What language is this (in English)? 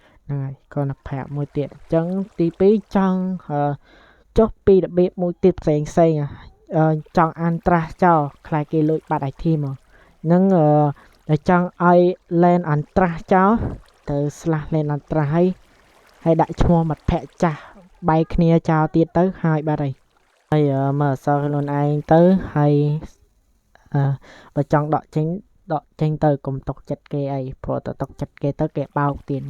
Khmer